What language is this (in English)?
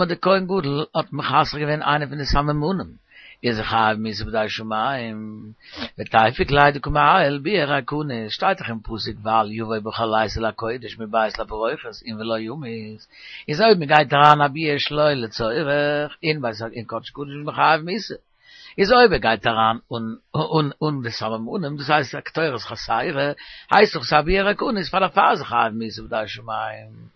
Yiddish